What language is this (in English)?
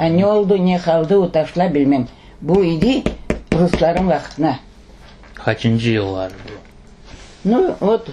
Crimean Tatar